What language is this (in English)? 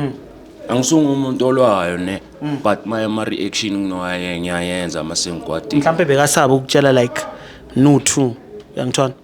Zulu